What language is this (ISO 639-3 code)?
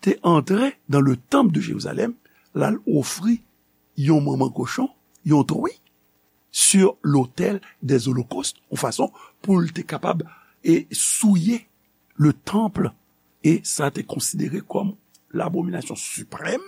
hat